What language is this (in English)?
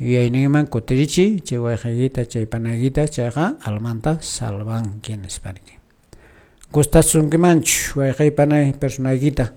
Quechua